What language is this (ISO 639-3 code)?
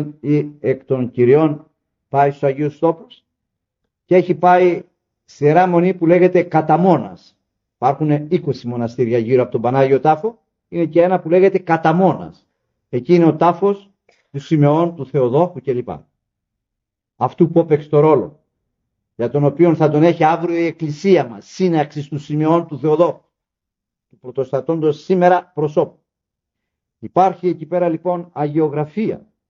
ell